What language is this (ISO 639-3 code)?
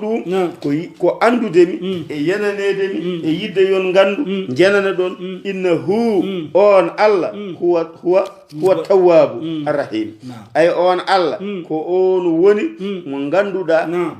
ful